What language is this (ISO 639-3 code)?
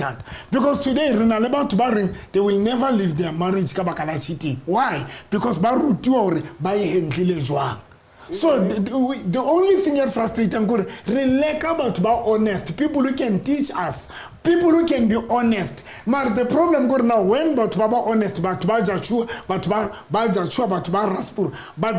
sot